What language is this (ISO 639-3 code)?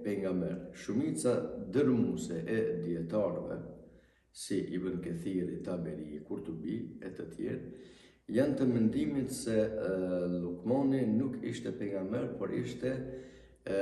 sqi